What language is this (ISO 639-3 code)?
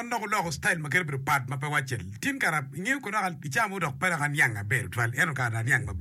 ach